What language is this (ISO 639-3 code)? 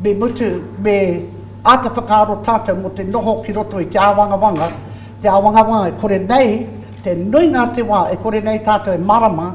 mri